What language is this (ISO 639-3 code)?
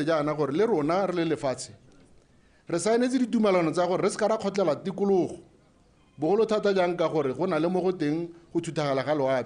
tsn